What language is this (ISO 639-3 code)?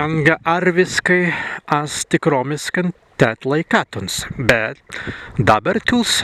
prg